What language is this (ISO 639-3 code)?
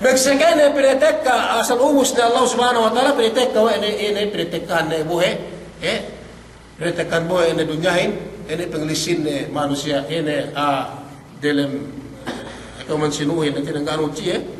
yka